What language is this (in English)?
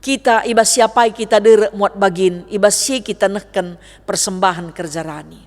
Batak Karo